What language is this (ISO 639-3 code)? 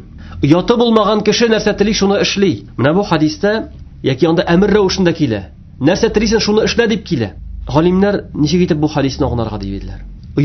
tat